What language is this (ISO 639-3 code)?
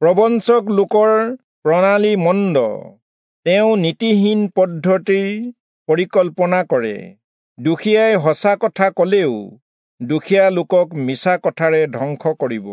asm